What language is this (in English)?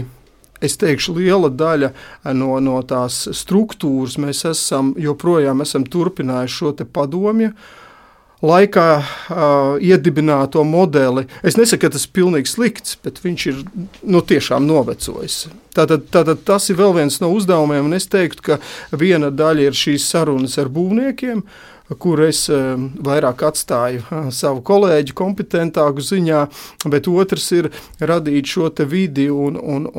Latvian